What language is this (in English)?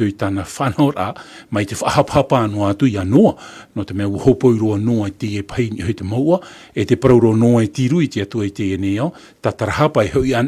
Tahitian